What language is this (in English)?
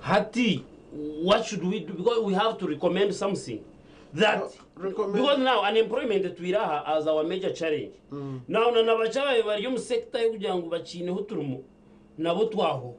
Nyankole